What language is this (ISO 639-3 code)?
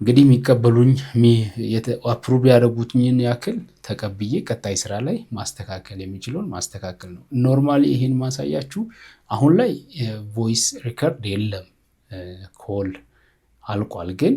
amh